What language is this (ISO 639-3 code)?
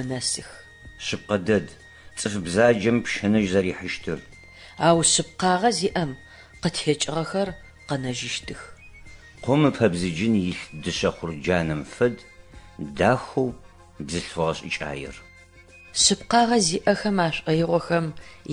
ady